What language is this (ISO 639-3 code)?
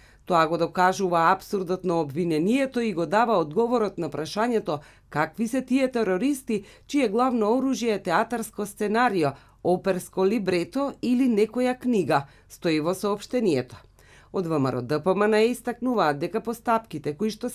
mkd